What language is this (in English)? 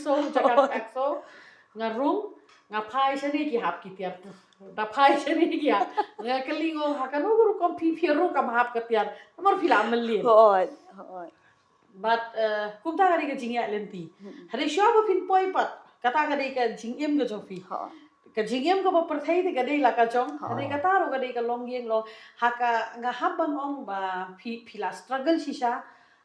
Khasi